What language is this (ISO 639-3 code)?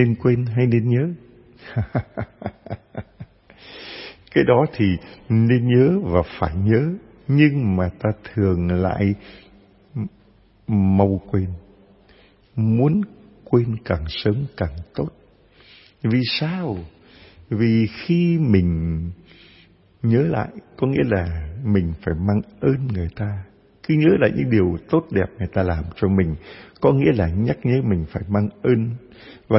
vie